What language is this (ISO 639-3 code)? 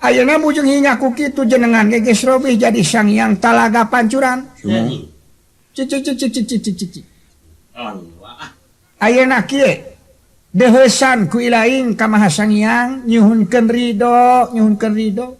sun